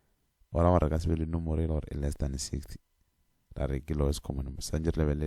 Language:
Northern Sotho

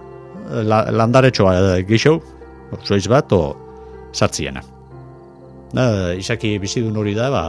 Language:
Basque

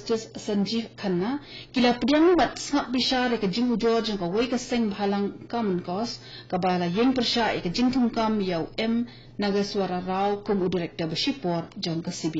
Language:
Khasi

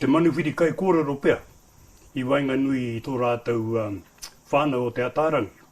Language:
Māori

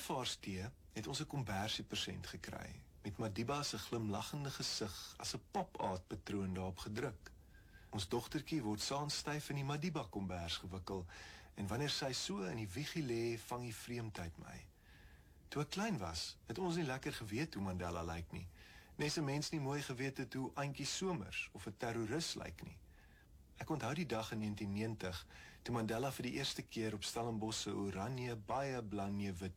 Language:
Afrikaans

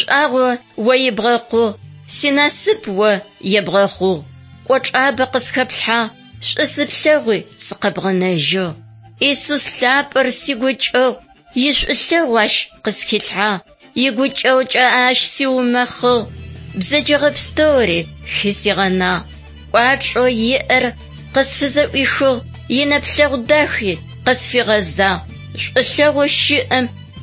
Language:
Adyghe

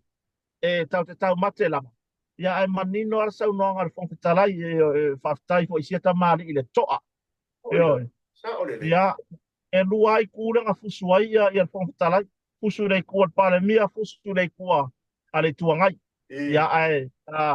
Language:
Samoan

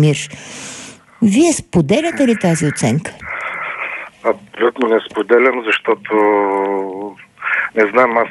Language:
Bulgarian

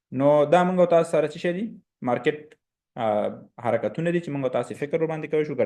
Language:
Pashto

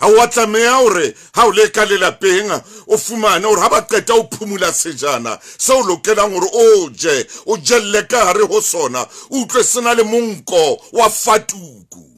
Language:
Southern Sotho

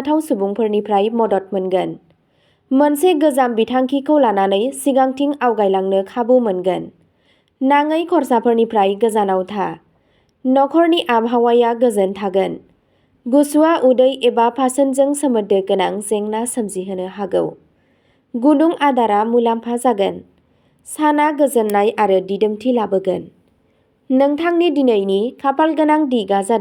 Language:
Bodo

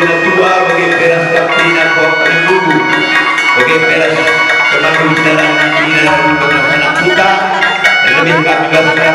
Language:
Batak Karo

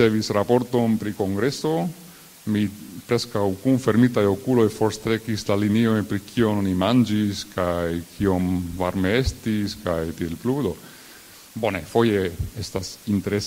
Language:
Esperanto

